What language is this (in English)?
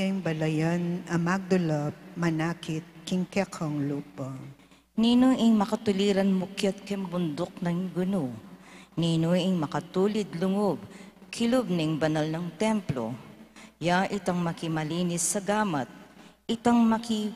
Pampanga